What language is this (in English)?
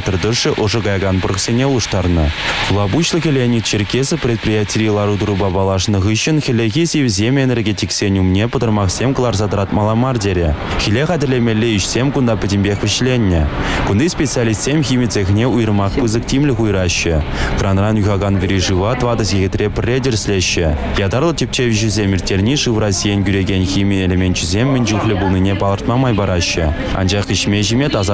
Chuvash